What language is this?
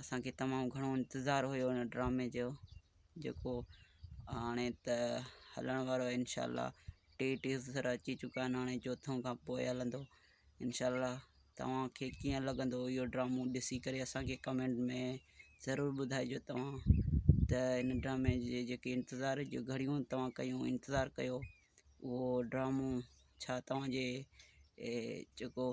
Sindhi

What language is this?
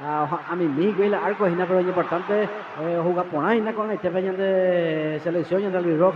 Guarani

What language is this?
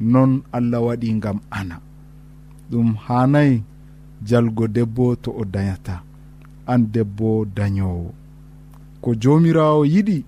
Nigerian Fulfulde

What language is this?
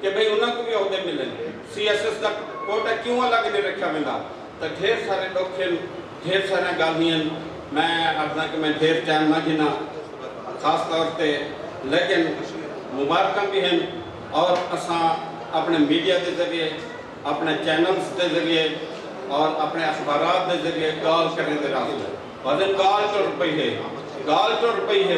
Saraiki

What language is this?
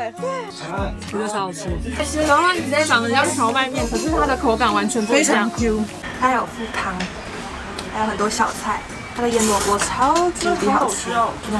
Chinese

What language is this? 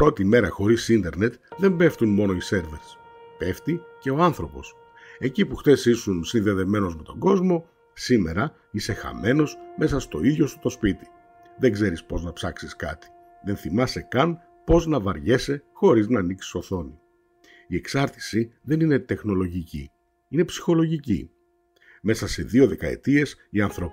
Greek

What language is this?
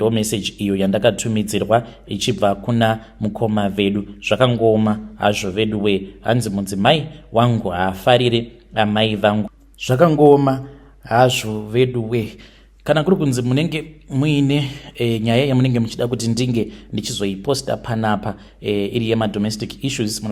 Shona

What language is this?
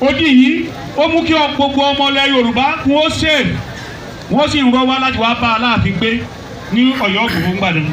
Yoruba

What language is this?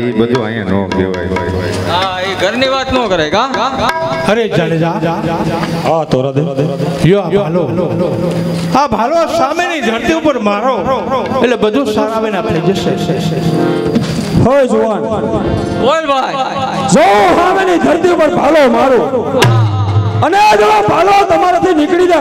Gujarati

